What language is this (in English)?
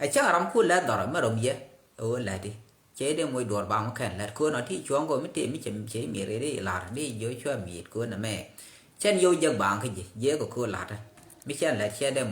Nuer